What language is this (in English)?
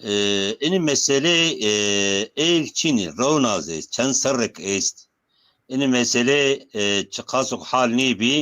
Zaza